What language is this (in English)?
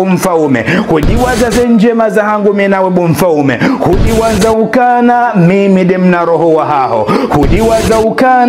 Ngazidja Comorian